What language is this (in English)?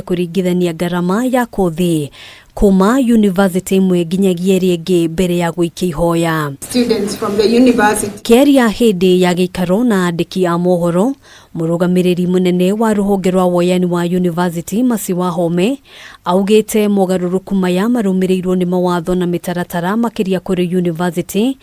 Kikuyu